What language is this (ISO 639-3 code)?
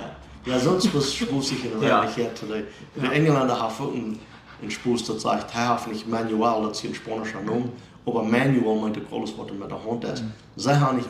pdt